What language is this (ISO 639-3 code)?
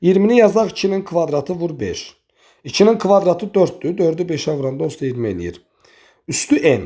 aze